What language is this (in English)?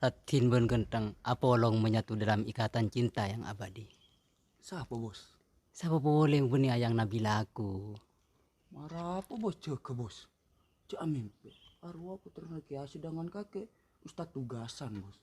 Madurese